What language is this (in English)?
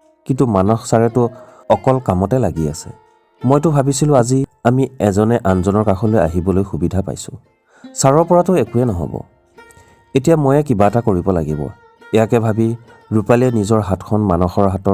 Assamese